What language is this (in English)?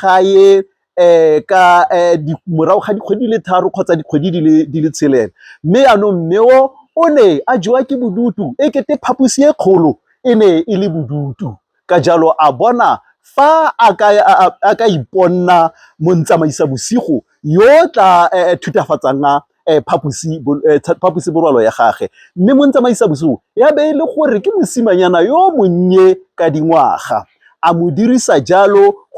Tswana